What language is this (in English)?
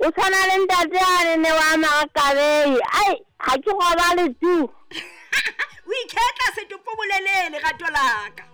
Southern Sotho